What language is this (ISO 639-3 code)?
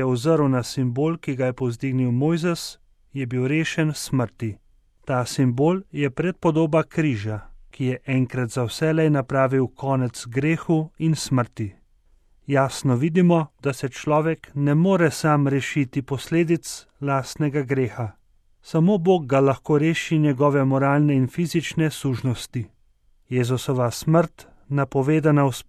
slv